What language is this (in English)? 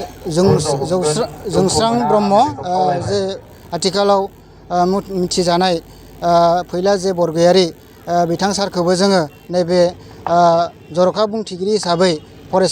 Bodo